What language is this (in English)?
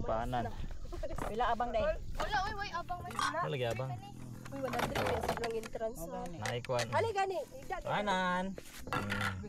Cebuano